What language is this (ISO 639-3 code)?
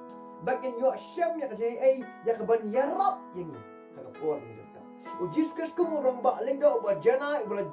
kha